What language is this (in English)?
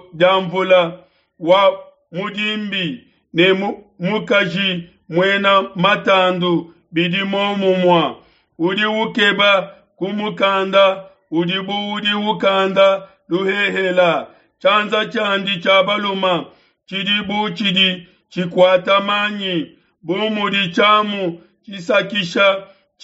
Luba-Lulua